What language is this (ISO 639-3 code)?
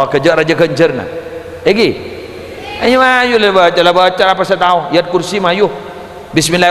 mad